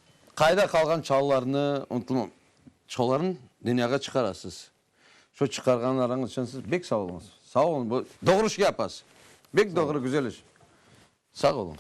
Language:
Crimean Tatar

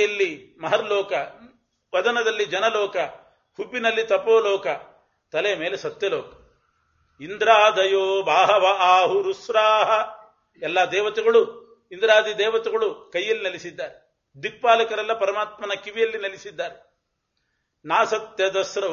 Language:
Kannada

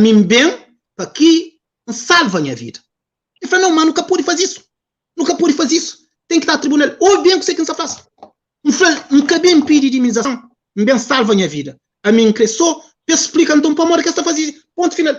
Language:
Kabuverdianu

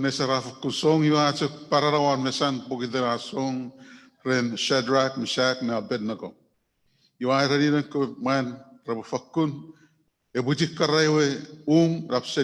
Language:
Chuukese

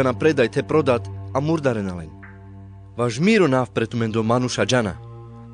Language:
Carpathian Romani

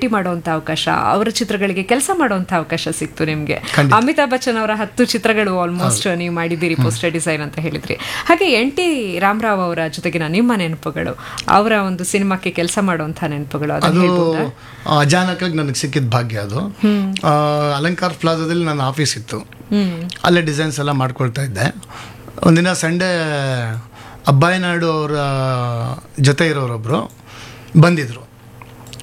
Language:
Kannada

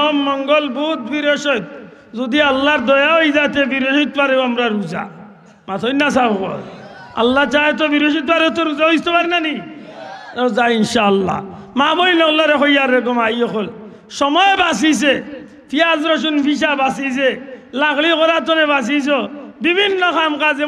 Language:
Sylheti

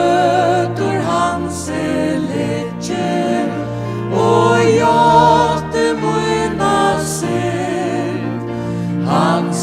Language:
Faroese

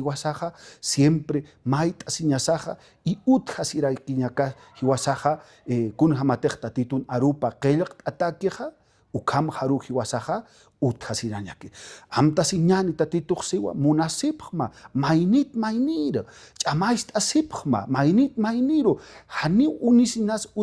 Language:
Aymara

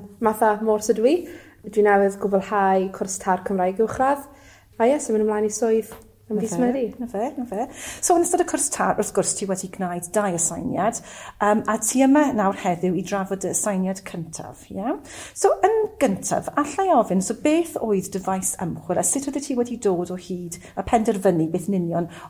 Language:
Welsh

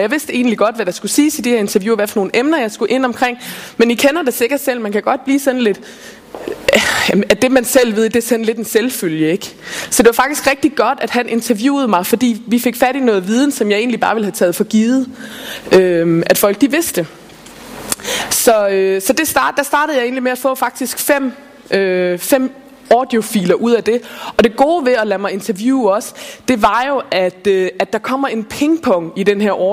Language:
Danish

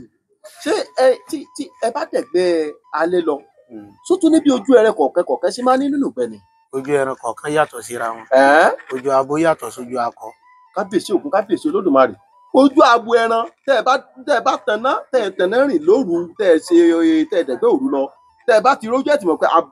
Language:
Yoruba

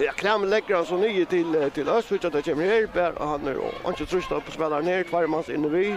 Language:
Faroese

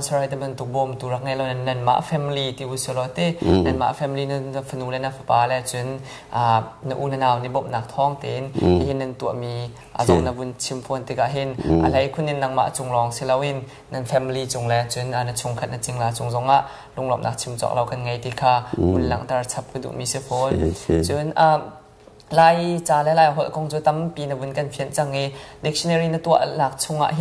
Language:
Hakha Chin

